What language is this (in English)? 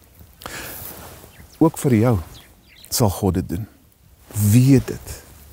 Afrikaans